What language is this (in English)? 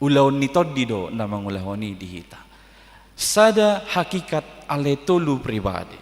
Batak Toba